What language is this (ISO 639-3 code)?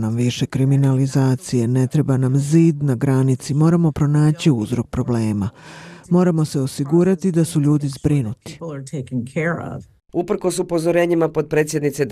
bos